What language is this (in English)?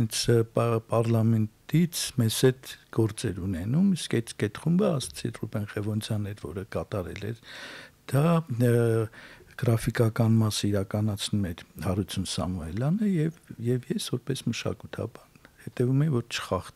Armenian